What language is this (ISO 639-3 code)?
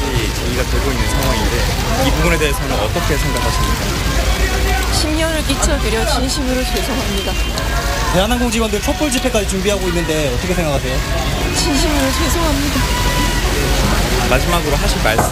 kor